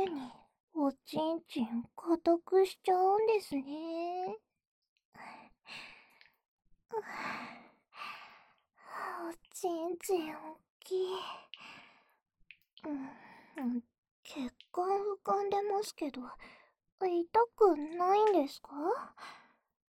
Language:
Japanese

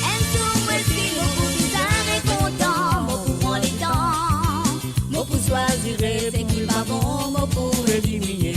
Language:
Morisyen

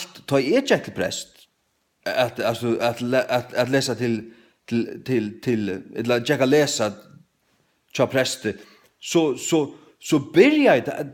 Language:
Faroese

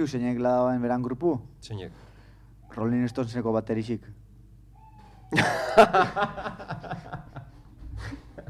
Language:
Basque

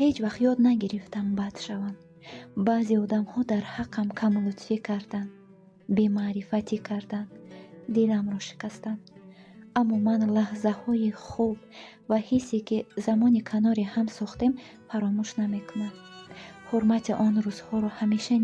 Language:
Tajik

